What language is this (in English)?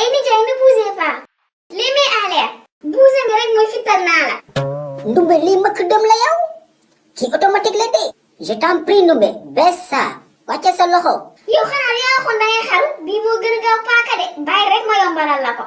Wolof